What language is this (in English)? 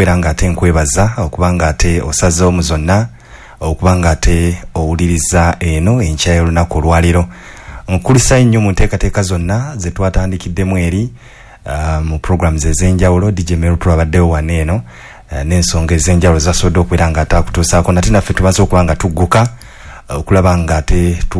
Ganda